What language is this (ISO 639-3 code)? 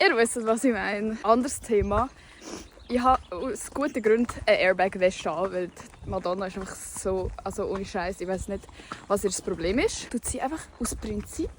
gsw